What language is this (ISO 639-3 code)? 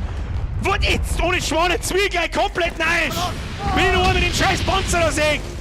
bar